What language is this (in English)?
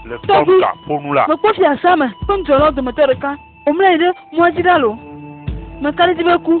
Ewe